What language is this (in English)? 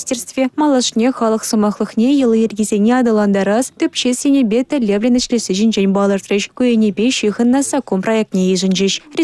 Chuvash